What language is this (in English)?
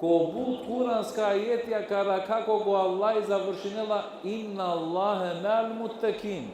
Balkan Romani